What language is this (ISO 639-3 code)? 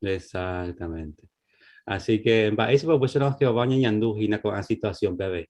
grn